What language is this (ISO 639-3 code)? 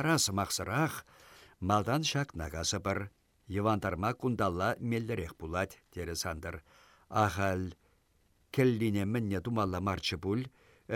chv